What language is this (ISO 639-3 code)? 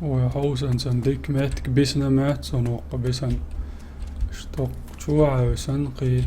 che